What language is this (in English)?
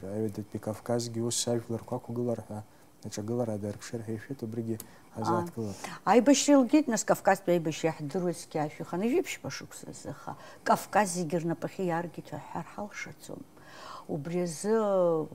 Abkhazian